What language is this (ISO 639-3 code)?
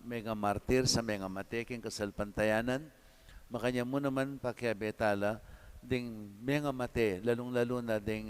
pam